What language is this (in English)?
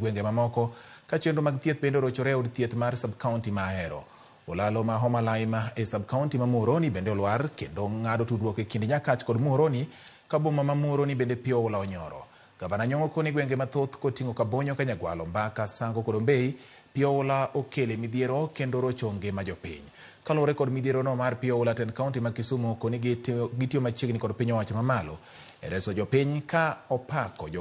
Luo (Kenya and Tanzania)